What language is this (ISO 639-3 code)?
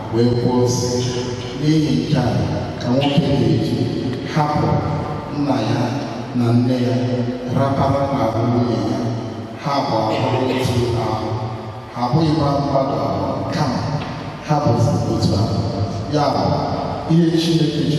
ibo